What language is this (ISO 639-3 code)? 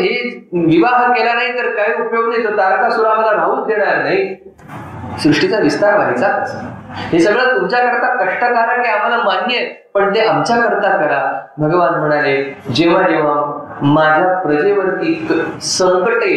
mar